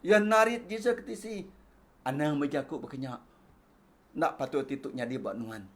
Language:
Iban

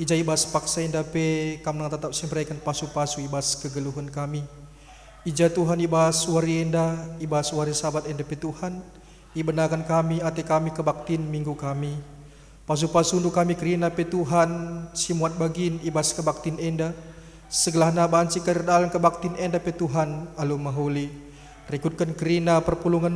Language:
Batak Karo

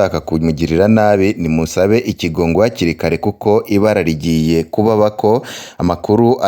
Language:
Rundi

